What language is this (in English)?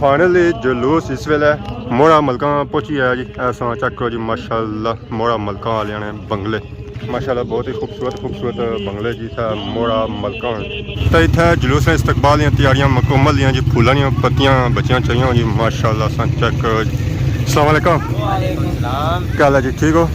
Pahari-Potwari